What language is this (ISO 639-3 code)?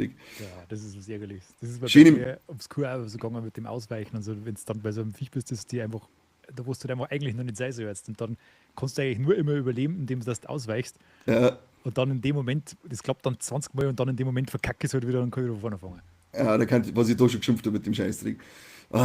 bar